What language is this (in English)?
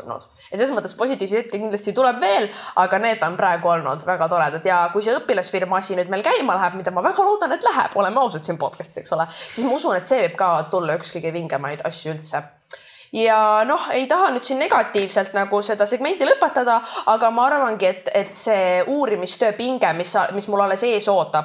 Estonian